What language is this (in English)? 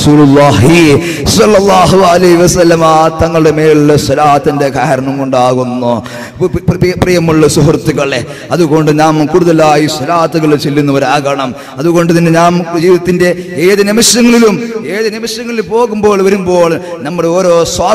Malayalam